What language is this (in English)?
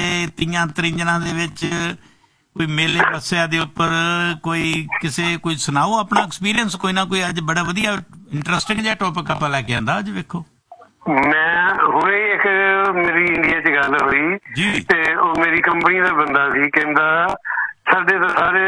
Punjabi